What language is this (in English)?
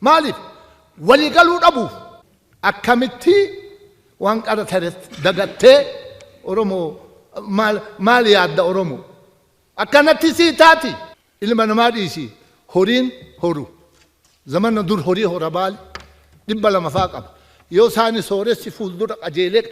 Oromo